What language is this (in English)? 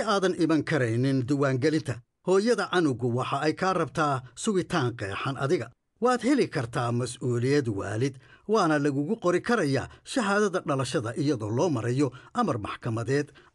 Somali